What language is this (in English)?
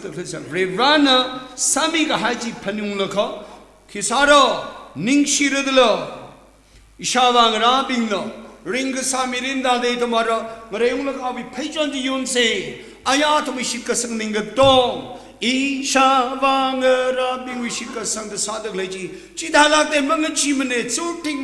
Tangkhul Naga (India)